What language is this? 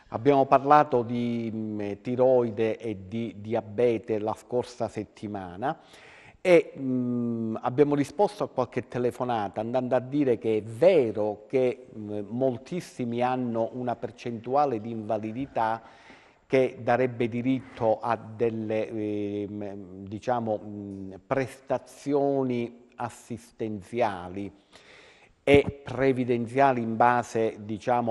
Italian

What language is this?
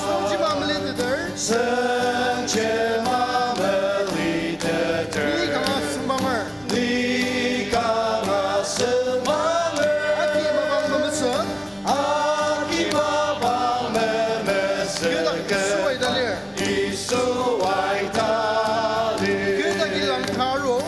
Ao Naga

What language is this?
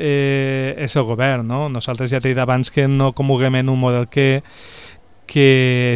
Catalan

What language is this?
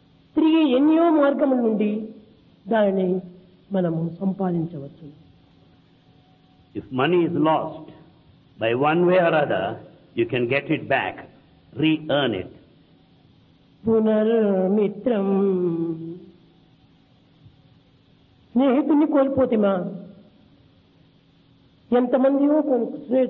Telugu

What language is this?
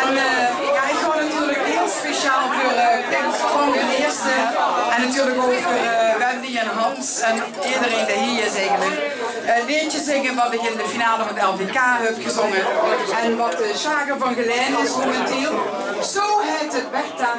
Limburgish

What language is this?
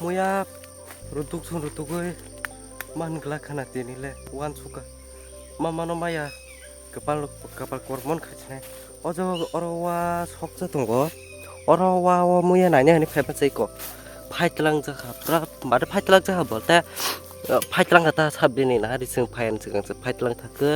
Kok Borok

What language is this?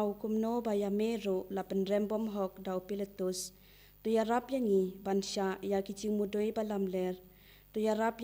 Khasi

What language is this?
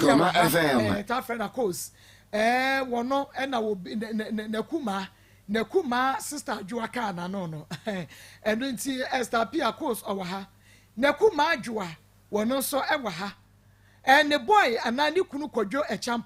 Akan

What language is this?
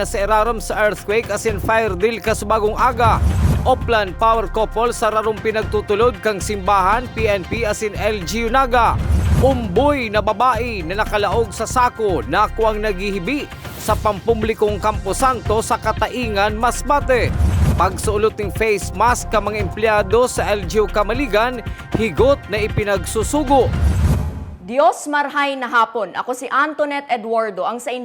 Bikol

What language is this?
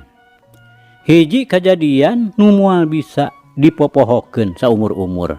Sundanese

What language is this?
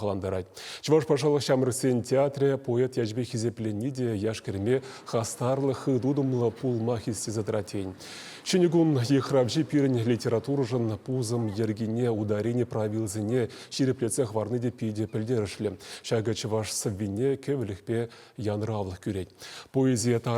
Chuvash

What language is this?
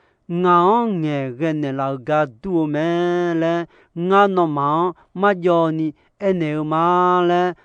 Akha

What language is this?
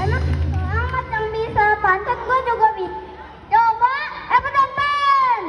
Betawi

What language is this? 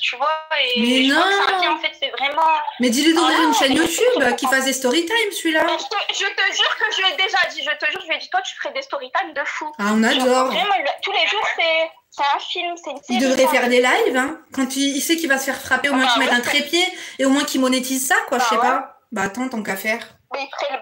French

